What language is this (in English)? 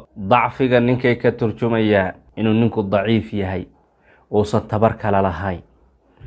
Somali